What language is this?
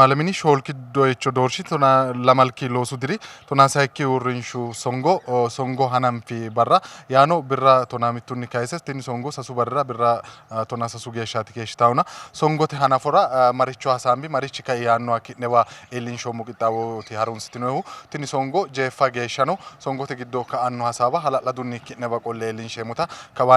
Sidamo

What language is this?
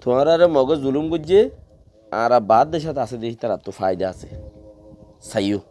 Rohingya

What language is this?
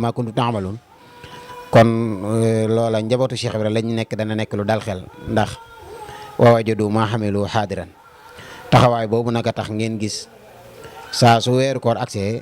Wolof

